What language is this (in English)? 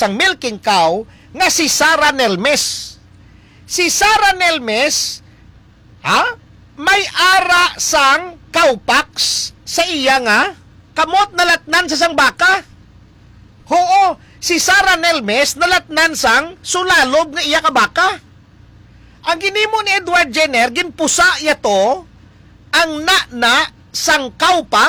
Hiligaynon